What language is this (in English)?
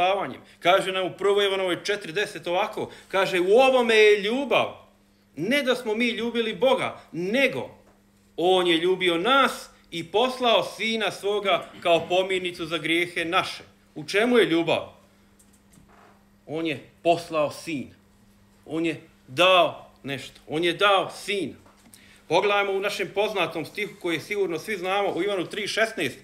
Croatian